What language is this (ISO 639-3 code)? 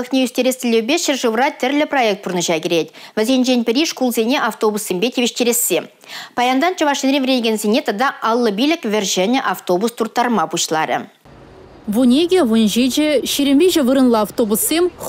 chv